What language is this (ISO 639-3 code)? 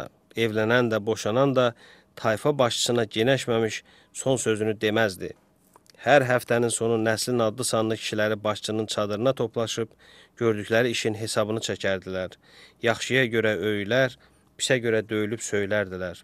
aze